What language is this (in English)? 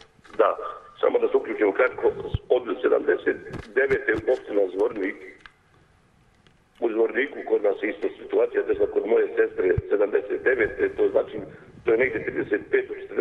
Serbian